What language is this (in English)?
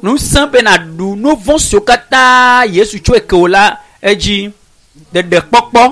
Ewe